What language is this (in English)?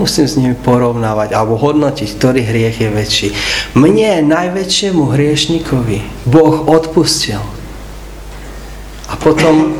Slovak